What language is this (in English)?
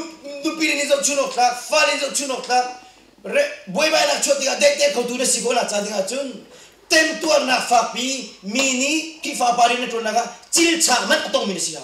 Hakha Chin